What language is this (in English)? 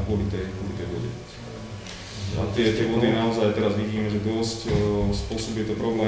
Slovak